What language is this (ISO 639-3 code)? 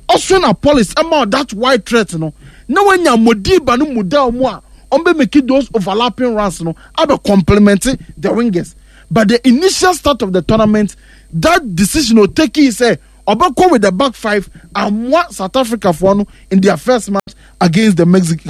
aka